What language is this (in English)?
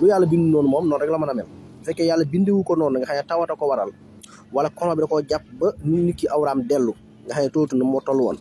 Wolof